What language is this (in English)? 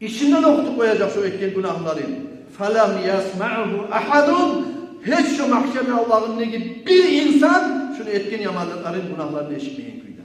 Kumyk